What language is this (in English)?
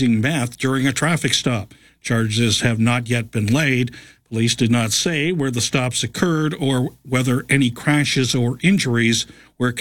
English